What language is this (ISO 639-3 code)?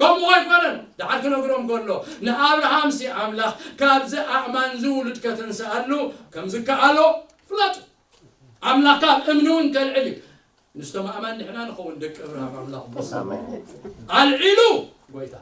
tir